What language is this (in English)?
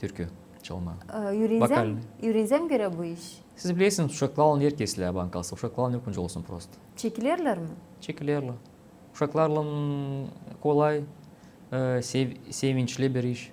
Gagauz